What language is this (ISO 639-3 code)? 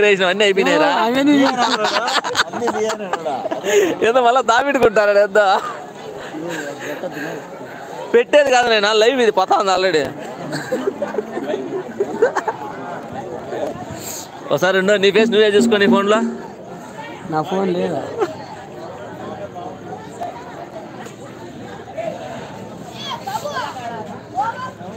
tel